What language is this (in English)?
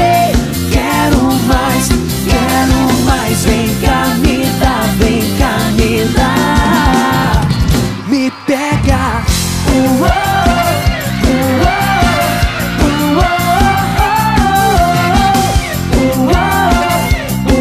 Portuguese